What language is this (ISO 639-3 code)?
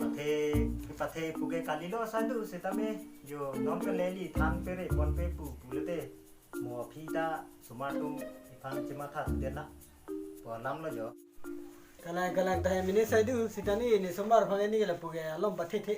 mjw